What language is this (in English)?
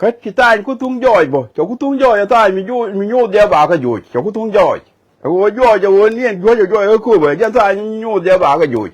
Nuer